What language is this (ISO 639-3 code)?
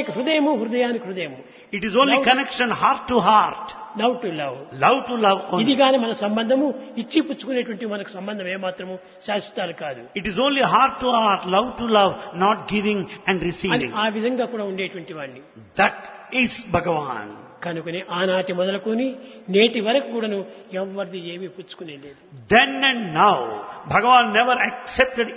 tel